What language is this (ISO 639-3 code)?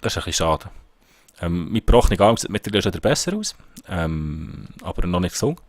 gsw